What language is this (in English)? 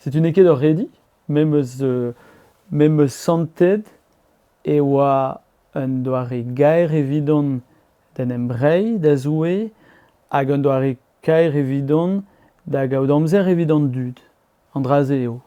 Breton